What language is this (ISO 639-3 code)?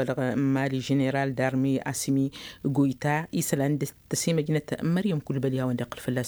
taq